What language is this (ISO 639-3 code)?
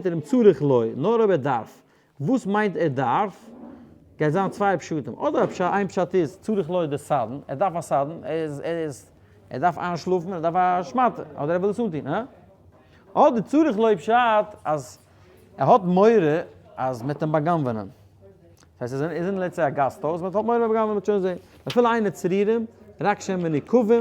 yid